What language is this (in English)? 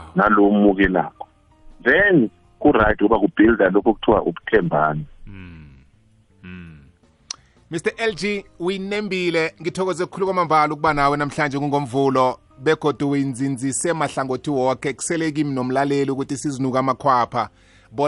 South Ndebele